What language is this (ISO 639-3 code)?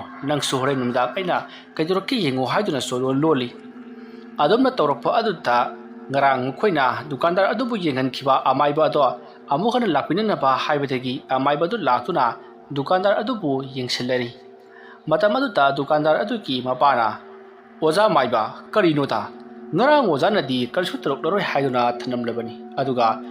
mni